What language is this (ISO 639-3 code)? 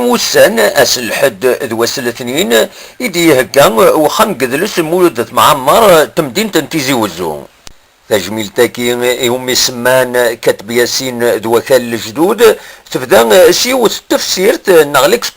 kab